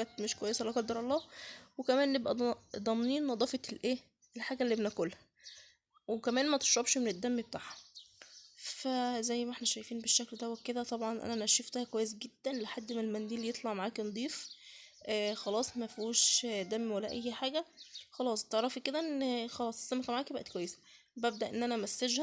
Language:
Egyptian Arabic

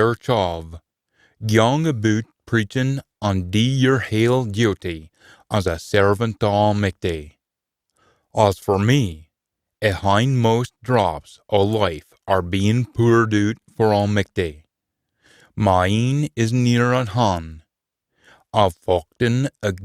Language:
Scots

